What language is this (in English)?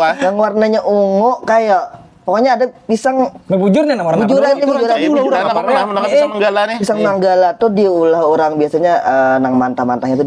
Banjar